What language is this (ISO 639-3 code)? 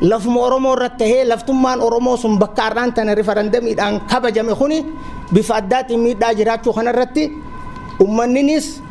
orm